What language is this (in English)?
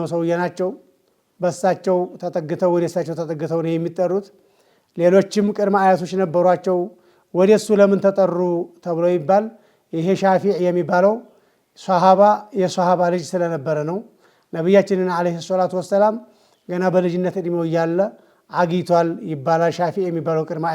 Amharic